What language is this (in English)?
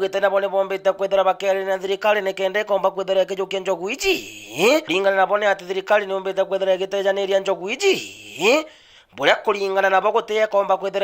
Meru